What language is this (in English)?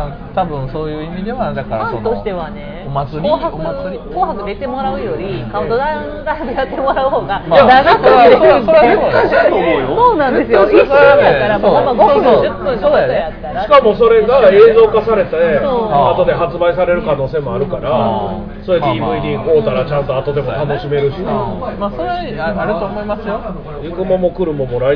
Japanese